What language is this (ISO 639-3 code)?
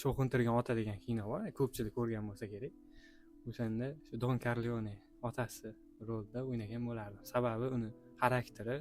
uzb